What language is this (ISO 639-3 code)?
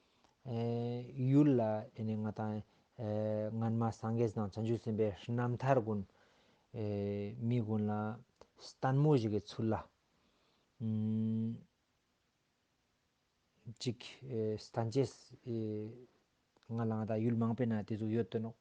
lbj